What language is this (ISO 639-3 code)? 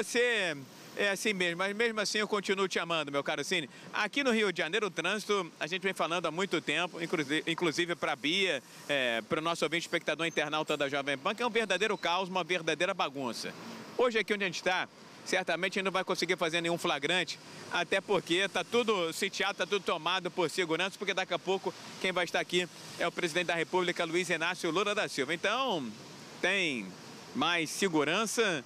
por